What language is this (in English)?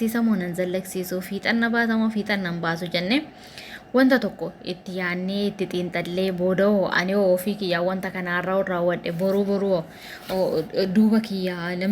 Oromo